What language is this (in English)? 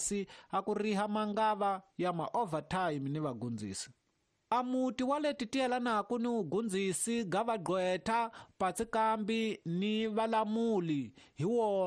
Tsonga